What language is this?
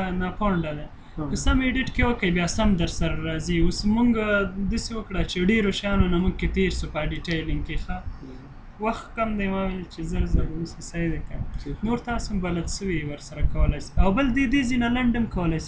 Pashto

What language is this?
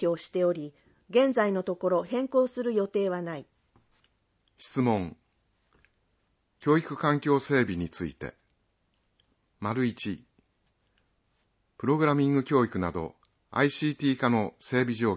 Japanese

